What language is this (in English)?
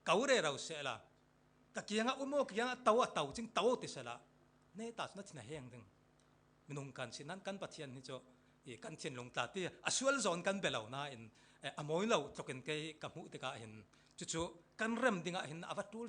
Falam Chin